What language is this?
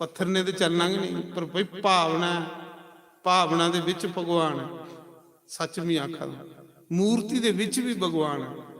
Dogri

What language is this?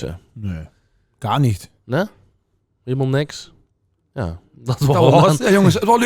Limburgish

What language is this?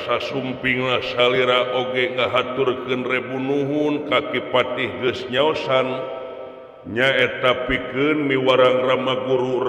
Sundanese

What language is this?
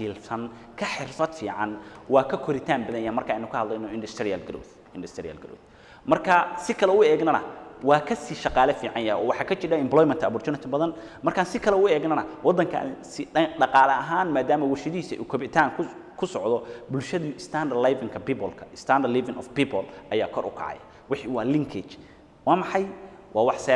Somali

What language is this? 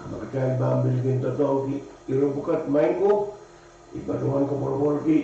Pohnpeian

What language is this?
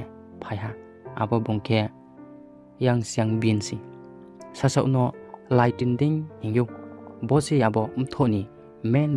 Riang (India)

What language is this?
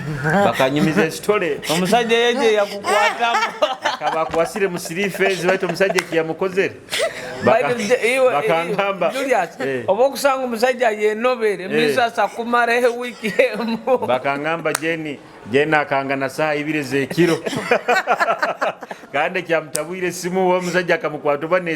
Nyoro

